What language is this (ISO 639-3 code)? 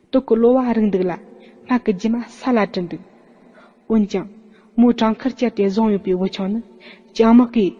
bod